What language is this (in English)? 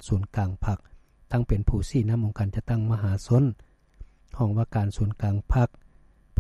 Lao